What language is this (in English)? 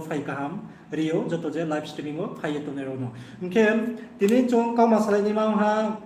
Riang (India)